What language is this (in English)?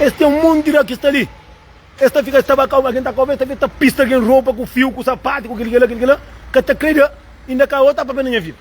Kabuverdianu